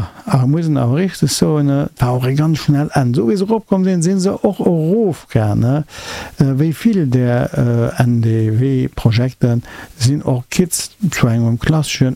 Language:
Luxembourgish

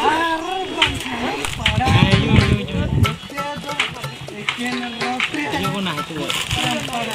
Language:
Santali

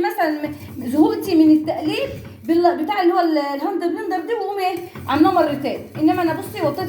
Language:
Egyptian Arabic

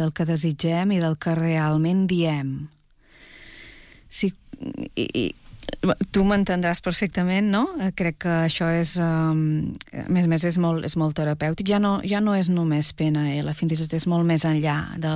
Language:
Catalan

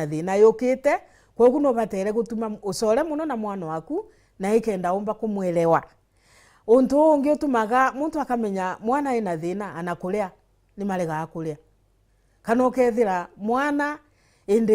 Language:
Meru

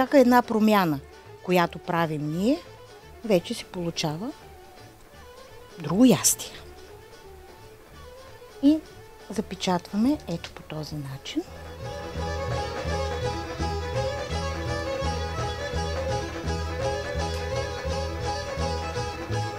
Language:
Bulgarian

